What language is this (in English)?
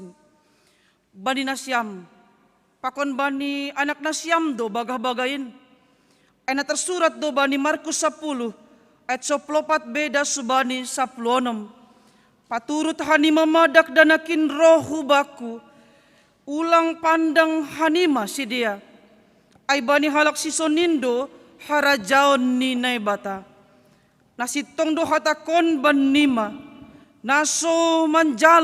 Batak Simalungun